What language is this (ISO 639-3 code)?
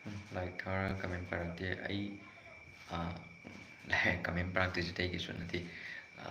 mni